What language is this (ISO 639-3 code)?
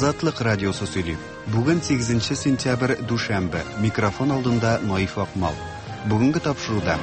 tat